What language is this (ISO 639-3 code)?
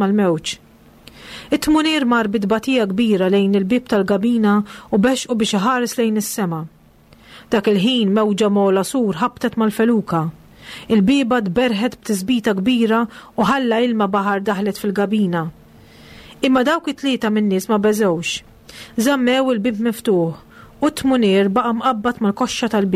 mlt